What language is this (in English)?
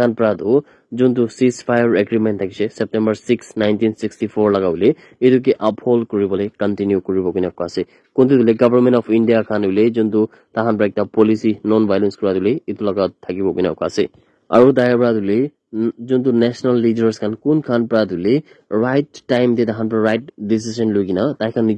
Naga Pidgin